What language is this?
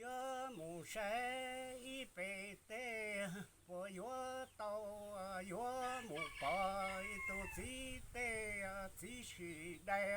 Hmong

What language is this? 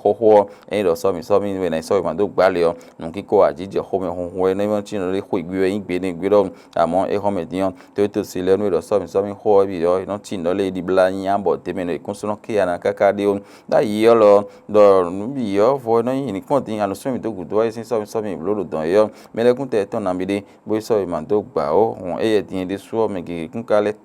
Fon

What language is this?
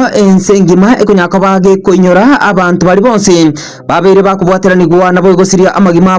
Gusii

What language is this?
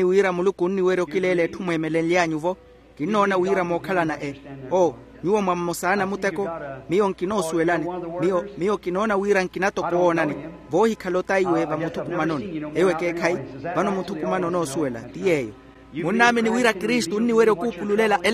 Makhuwa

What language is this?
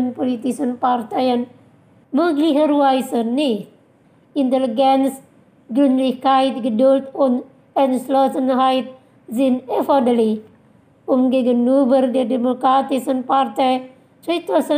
German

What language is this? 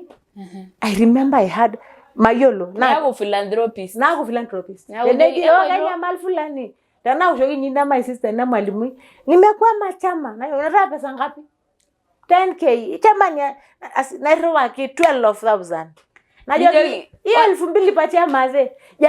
Masai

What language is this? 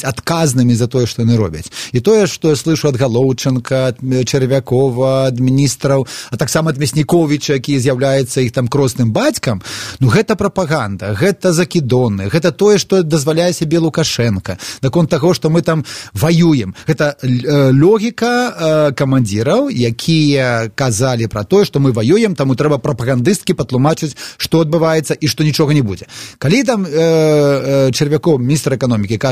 Belarusian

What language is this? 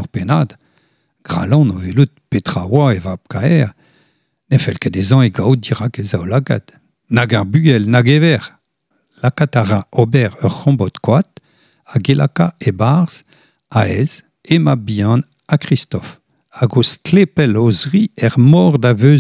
Breton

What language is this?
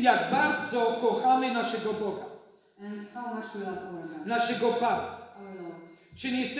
Polish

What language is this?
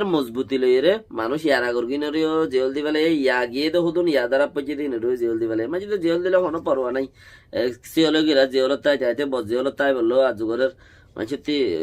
Rohingya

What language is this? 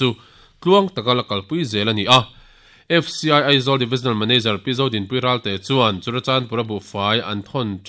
Mizo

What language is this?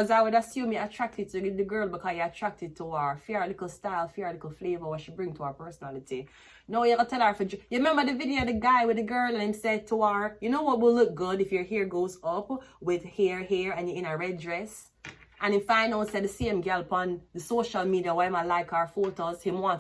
Jamaican Creole English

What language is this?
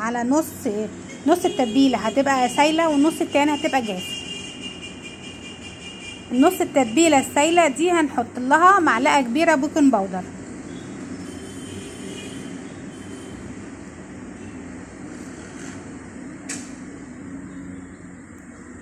Egyptian Arabic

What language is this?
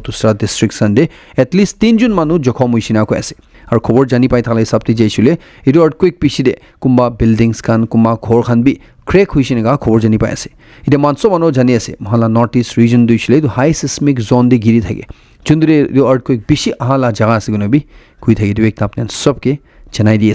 Naga Pidgin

